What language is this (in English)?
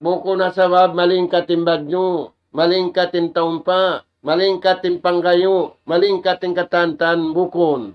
Tausug